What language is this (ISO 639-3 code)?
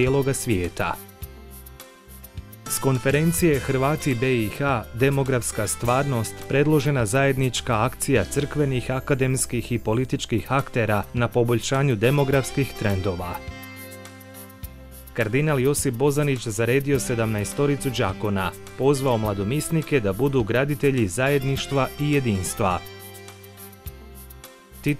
hrv